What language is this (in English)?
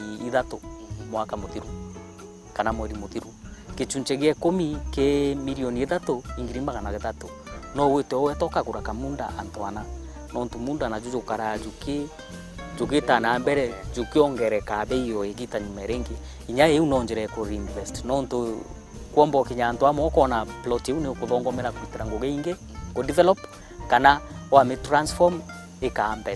Meru